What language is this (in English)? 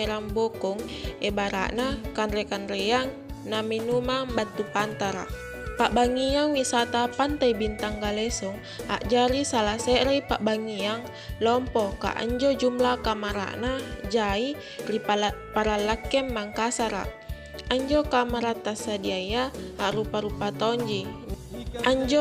Makasar